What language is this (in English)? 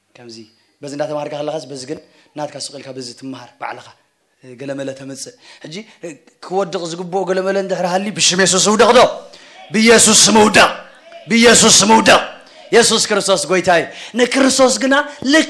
Tigrinya